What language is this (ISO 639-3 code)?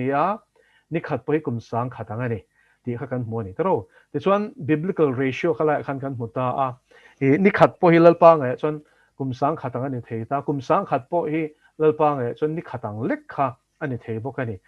lus